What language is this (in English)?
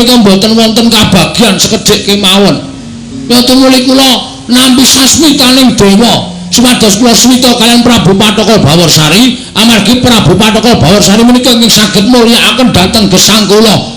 Javanese